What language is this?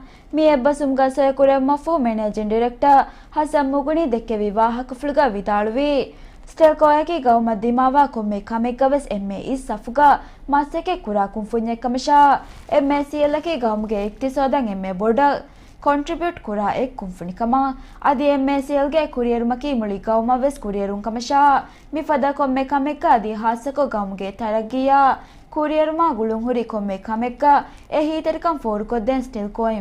Divehi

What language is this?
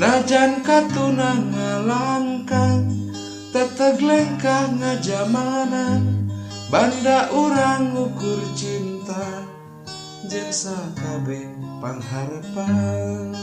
Sundanese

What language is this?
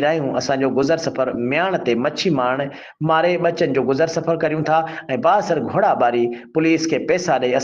Sindhi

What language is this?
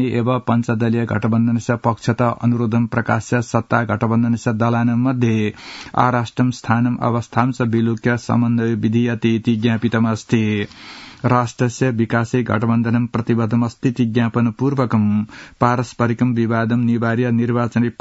Sanskrit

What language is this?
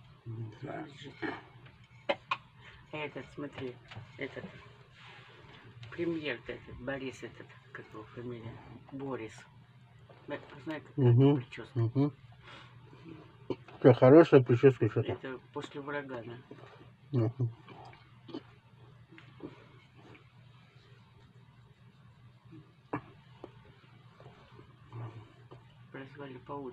Russian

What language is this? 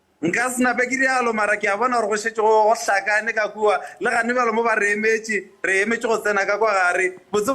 Northern Sotho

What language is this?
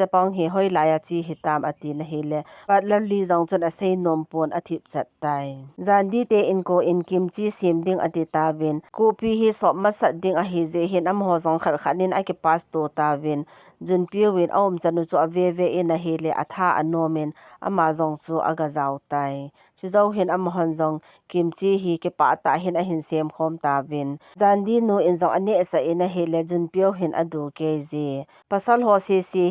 Thado Chin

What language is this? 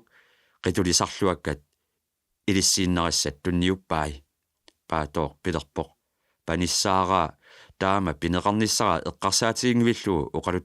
Kalaallisut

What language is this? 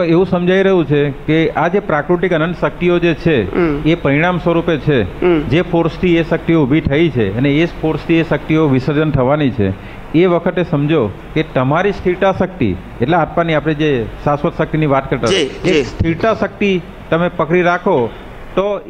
Gujarati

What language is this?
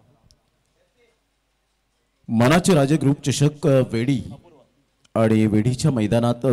Marathi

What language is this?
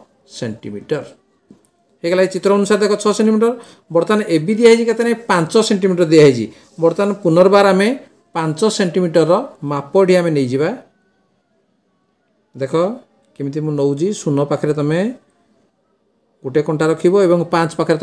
Odia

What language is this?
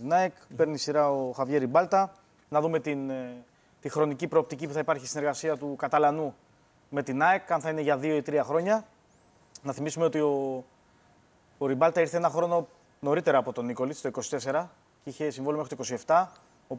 Greek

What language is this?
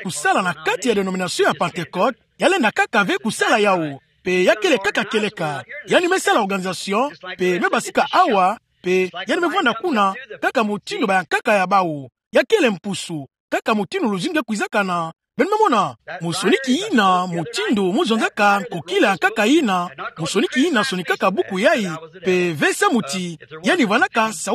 Kituba (Democratic Republic of Congo)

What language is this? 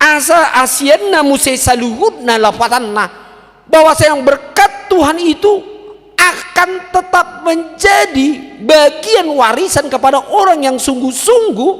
Batak Toba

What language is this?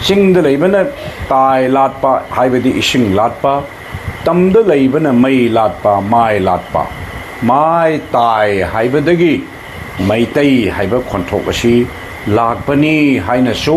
Manipuri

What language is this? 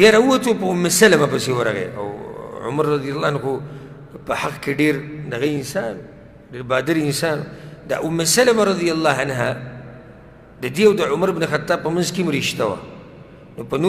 Pashto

